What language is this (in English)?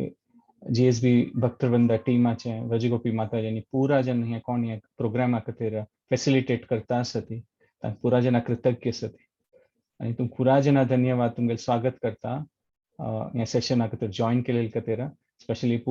Konkani